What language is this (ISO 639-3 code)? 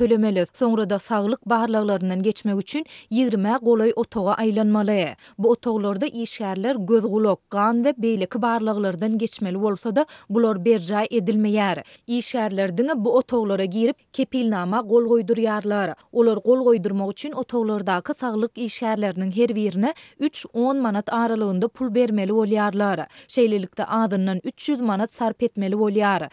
tuk